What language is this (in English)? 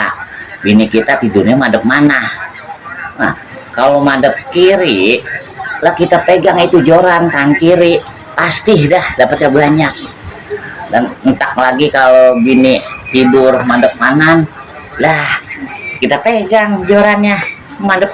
Betawi